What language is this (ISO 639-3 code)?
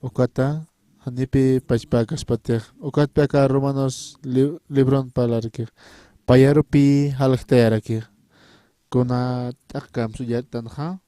aym